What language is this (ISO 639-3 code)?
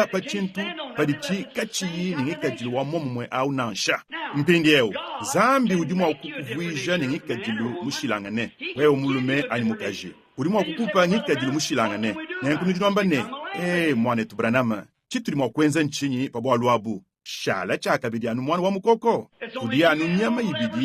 lua